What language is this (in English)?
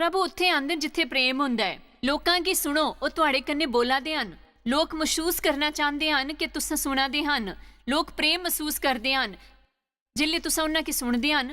Dogri